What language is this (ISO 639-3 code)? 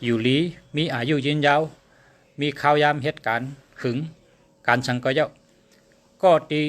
shn